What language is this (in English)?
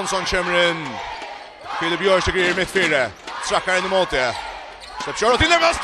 Faroese